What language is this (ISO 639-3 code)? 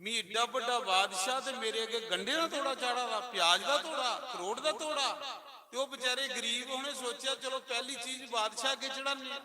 doi